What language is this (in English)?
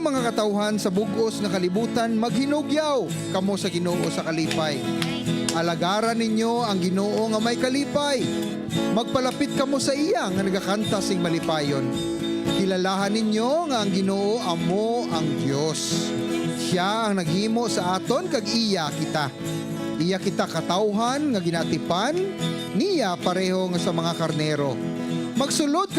Hiligaynon